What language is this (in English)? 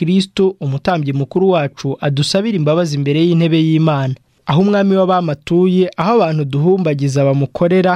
Kinyarwanda